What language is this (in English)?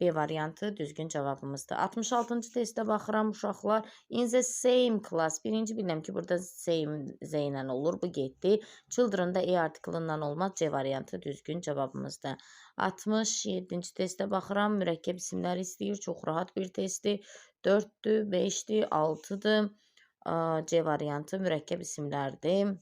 Azerbaijani